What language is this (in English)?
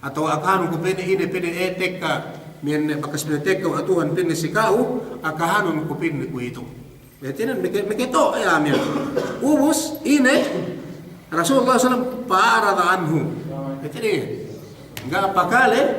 Yakan